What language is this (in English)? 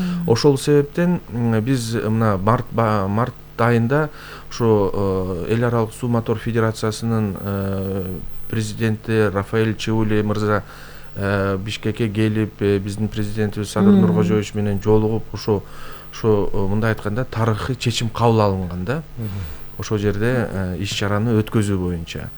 Kyrgyz